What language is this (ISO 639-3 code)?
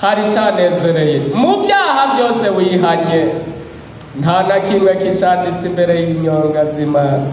run